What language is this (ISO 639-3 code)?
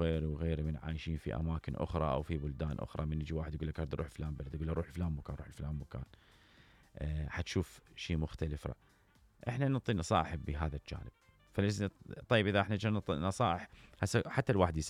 acm